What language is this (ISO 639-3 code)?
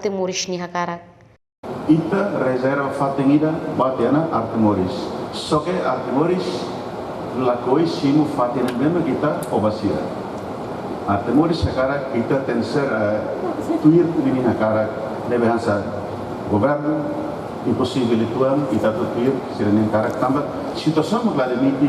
tet